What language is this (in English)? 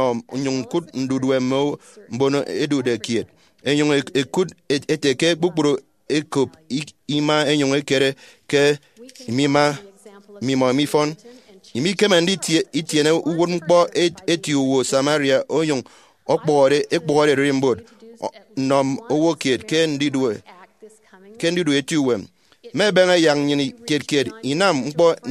Efik